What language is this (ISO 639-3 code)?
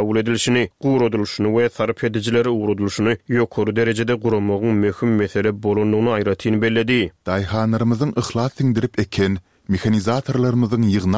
tuk